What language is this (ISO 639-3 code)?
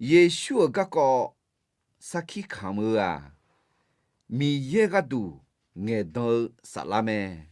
ahk